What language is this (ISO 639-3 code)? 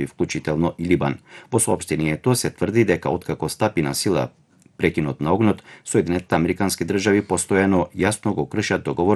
mkd